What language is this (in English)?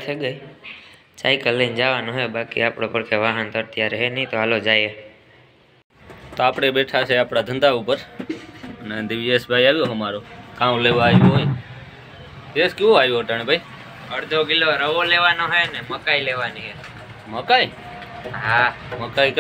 Gujarati